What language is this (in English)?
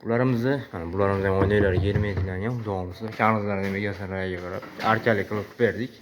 Uzbek